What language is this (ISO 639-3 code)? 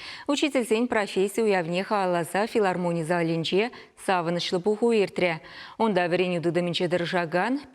chv